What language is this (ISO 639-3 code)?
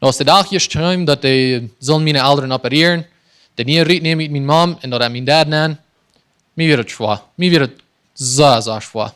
pdt